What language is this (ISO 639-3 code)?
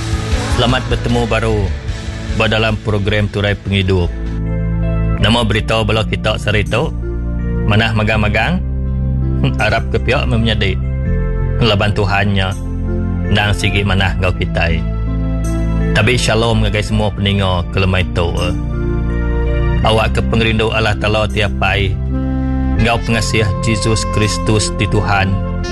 iba